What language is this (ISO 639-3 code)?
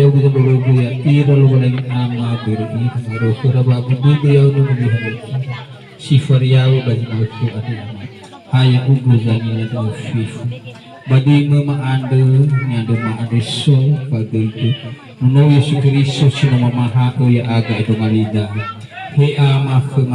nia